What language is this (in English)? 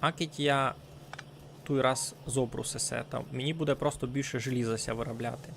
Rusyn